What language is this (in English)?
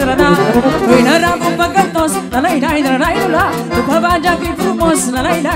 Romanian